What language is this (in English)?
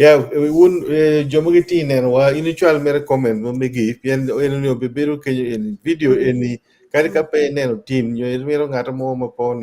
Acoli